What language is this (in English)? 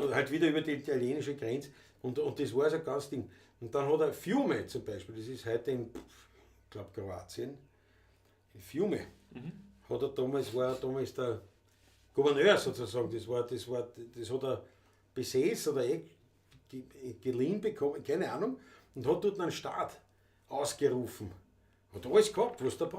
Bavarian